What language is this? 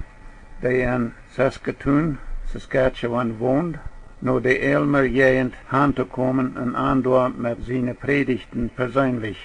Plautdietsch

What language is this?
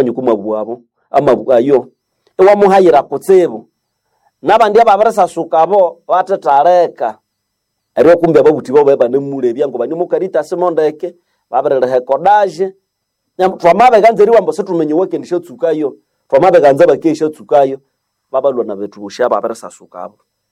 Nande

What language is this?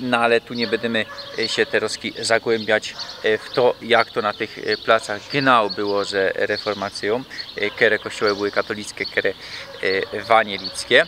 Silesian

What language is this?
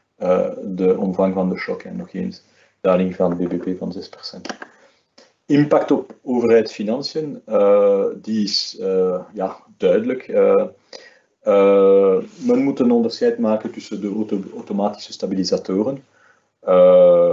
Dutch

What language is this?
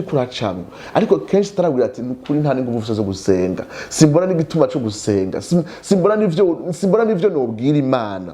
Rundi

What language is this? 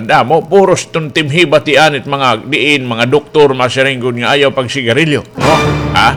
Waray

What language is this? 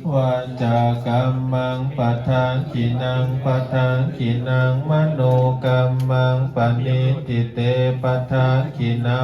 Pali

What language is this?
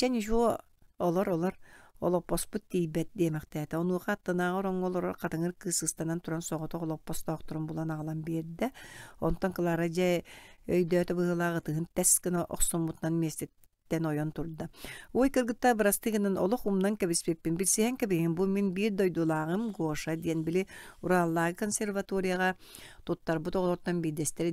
Yakut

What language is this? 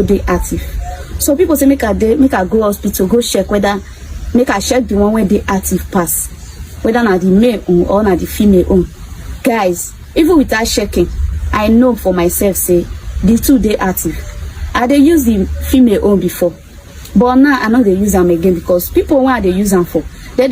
Nigerian Pidgin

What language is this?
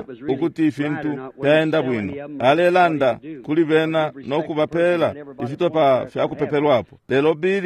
Bemba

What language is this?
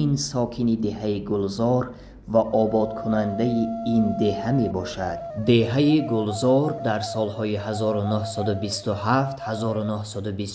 Tajik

